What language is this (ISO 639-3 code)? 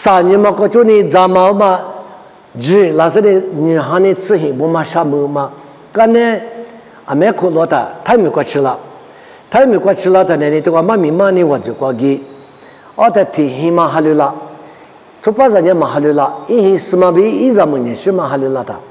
lis